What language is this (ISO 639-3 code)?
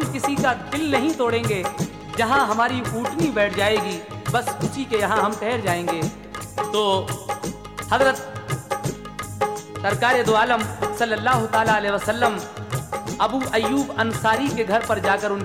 hin